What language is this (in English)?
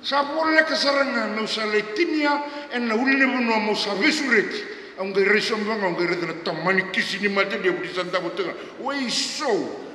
Fijian